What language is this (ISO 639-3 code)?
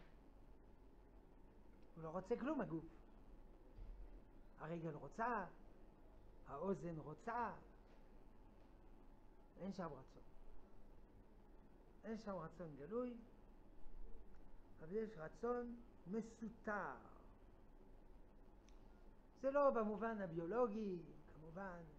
heb